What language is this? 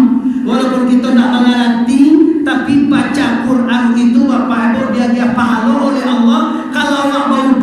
Minangkabau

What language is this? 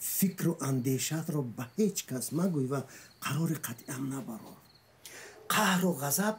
Tajik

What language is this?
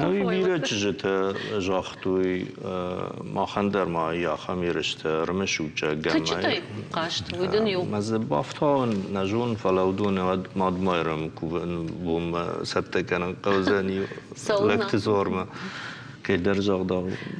Ossetic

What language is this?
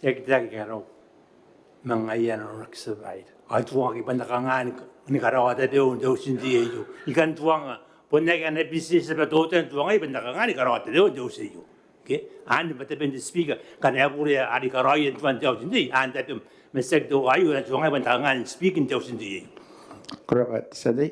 Gilbertese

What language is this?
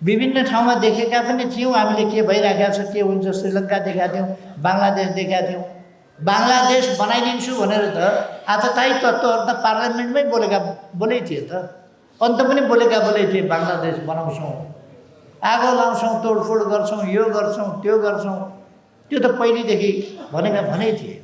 Nepali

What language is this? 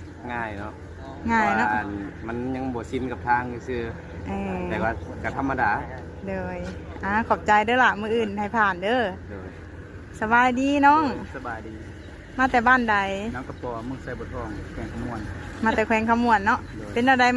Lao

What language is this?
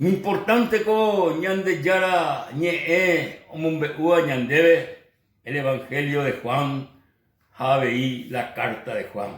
Guarani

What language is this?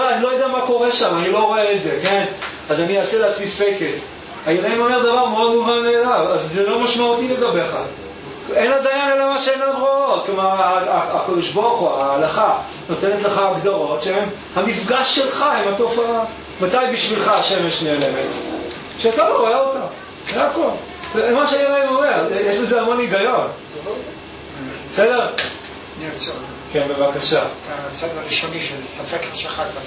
Hebrew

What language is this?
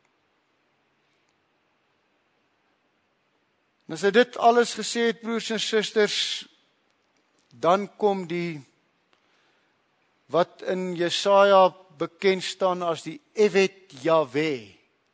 Afrikaans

